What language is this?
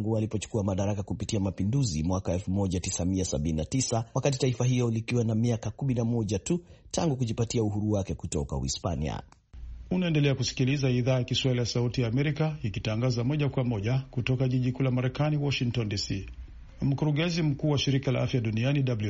Swahili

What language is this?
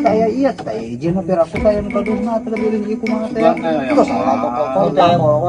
Sundanese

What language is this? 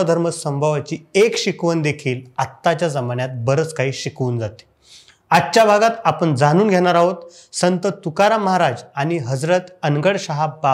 Marathi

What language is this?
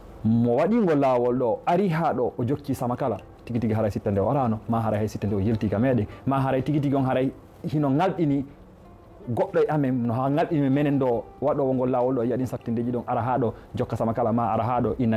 Fula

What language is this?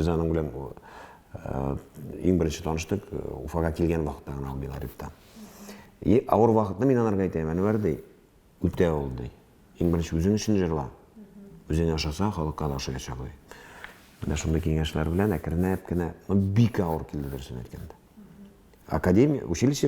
Tatar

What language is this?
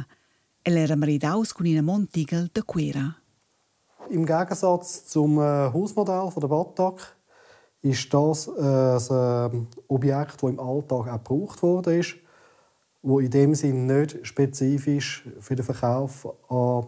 Romansh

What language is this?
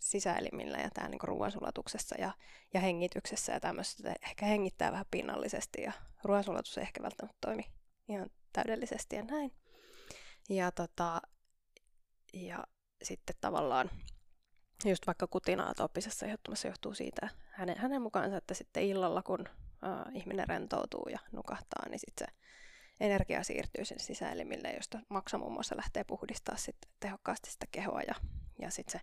Finnish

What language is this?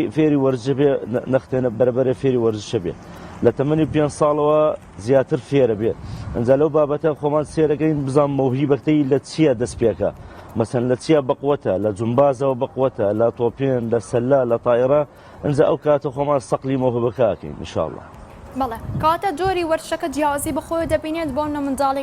Central Kurdish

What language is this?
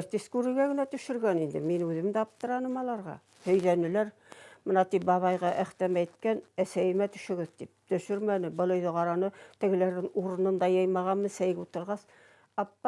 Bashkir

